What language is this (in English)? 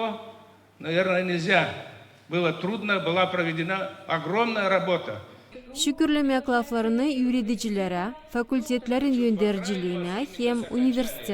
Gagauz